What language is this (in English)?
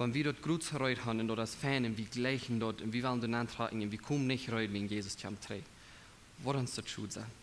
Plautdietsch